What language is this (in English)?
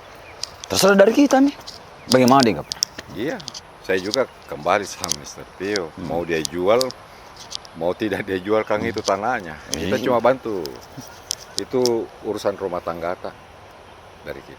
Makassar Malay